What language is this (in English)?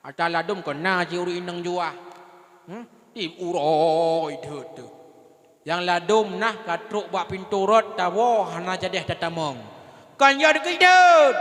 Achinese